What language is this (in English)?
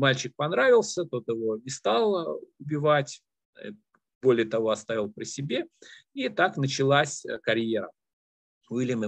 Russian